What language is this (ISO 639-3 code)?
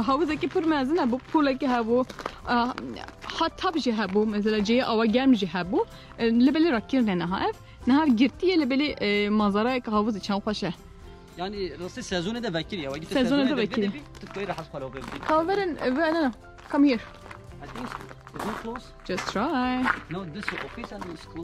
kur